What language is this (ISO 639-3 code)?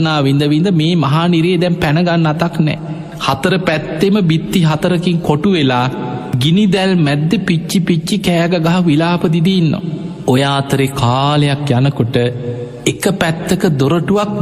sin